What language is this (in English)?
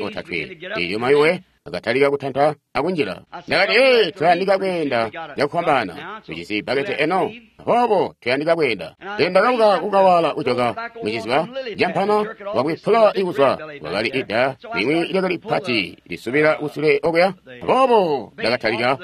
Tonga (Zambia)